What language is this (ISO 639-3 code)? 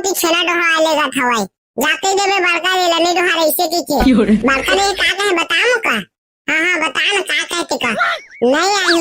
hne